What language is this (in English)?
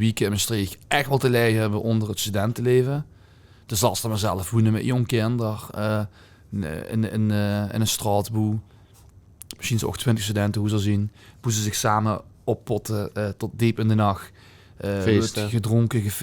Limburgish